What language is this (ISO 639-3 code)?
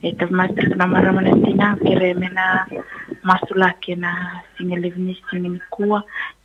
fij